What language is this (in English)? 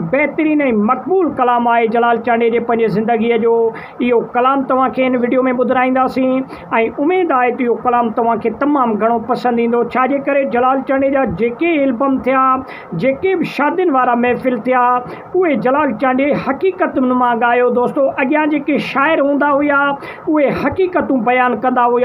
Sindhi